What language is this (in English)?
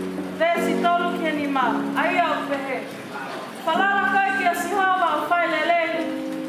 Tongan